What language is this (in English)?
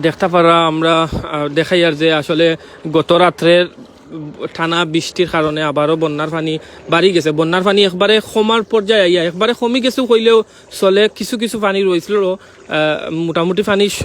Sylheti